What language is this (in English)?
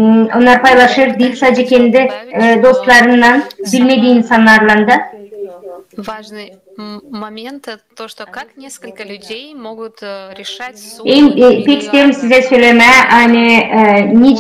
Gagauz